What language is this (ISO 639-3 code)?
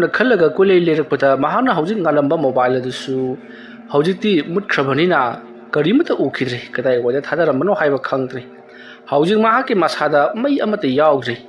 mni